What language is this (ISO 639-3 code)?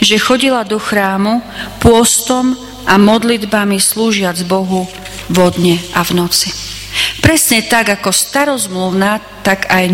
slk